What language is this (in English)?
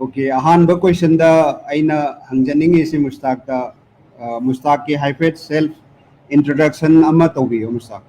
Manipuri